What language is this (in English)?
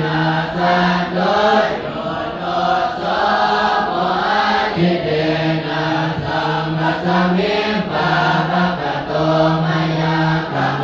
Pali